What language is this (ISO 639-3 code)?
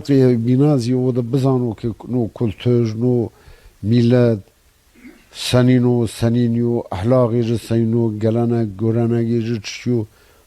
zza